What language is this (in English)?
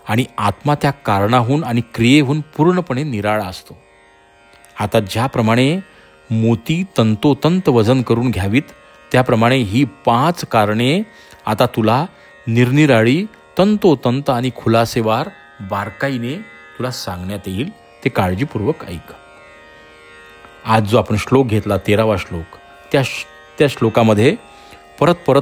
Marathi